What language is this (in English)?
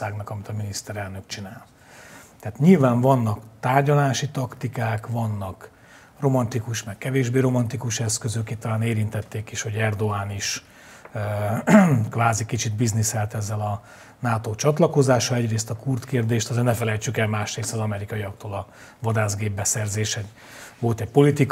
Hungarian